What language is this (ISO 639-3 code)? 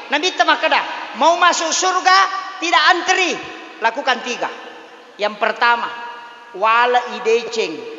bug